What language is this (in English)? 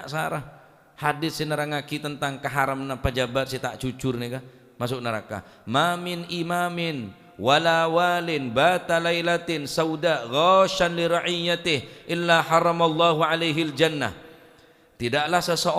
Madurese